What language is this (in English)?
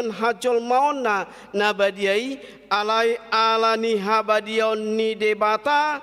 Batak Toba